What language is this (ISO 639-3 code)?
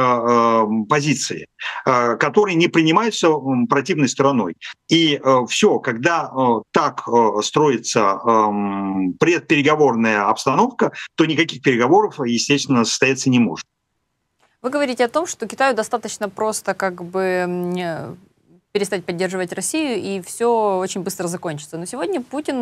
rus